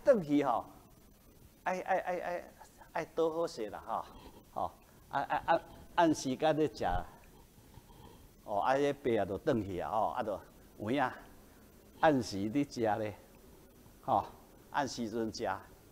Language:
Min Nan Chinese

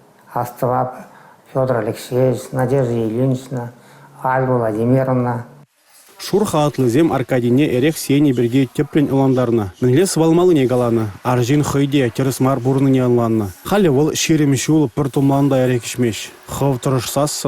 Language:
Chuvash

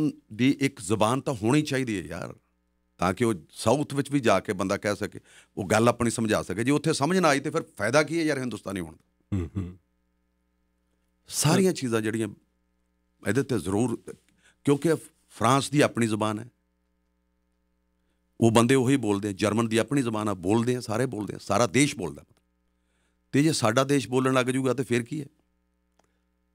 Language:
Punjabi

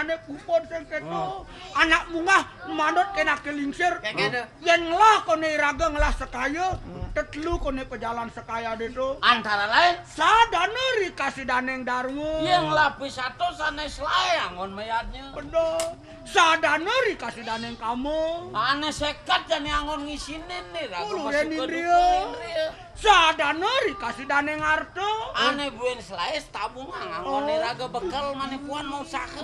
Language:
Balinese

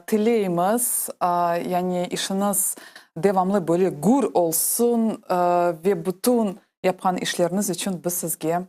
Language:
Crimean Tatar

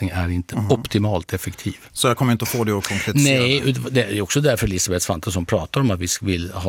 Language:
Swedish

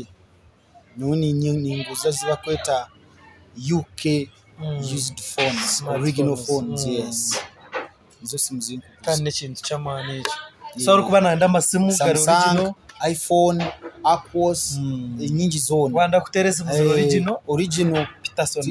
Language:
Nyankole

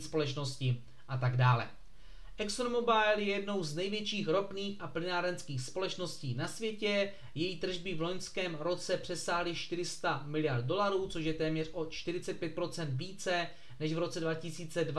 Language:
Czech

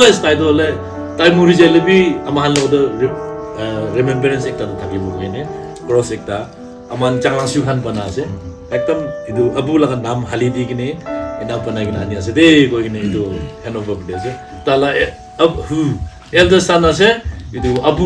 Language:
Naga Pidgin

